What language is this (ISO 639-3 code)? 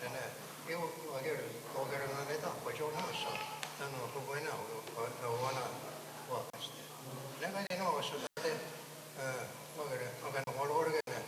moh